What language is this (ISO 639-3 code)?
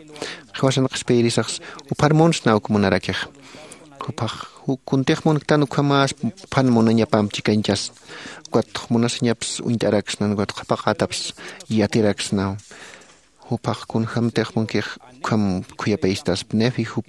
aym